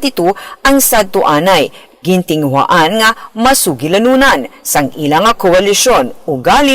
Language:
Hiligaynon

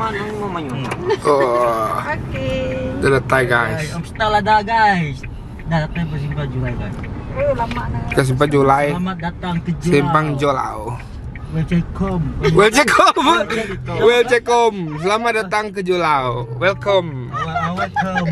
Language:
Iban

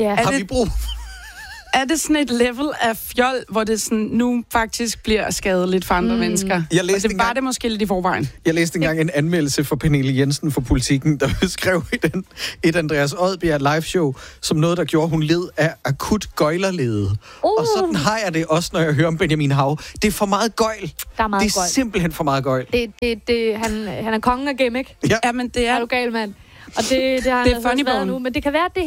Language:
Danish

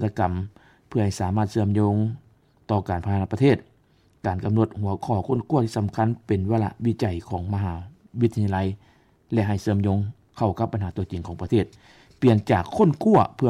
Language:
Lao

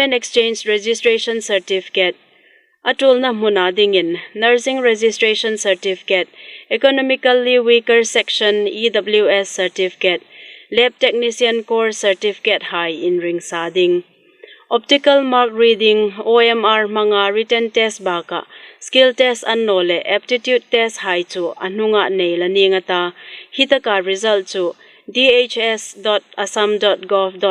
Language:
Hmar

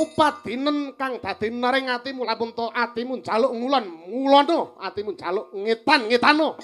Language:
Javanese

